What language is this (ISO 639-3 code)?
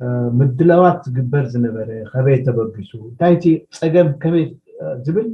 tir